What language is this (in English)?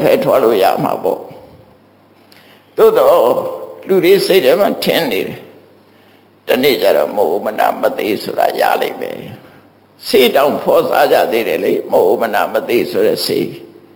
Burmese